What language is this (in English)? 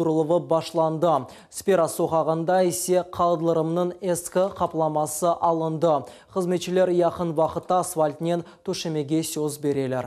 Crimean Tatar